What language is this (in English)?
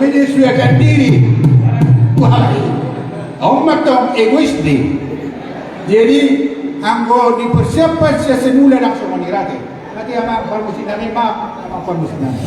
Batak Toba